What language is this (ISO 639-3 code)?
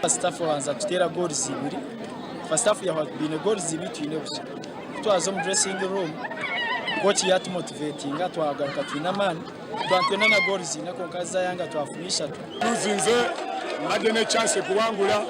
nyn